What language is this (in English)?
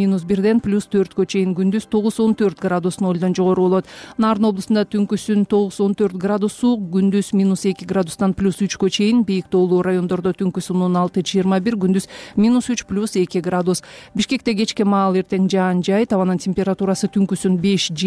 Kyrgyz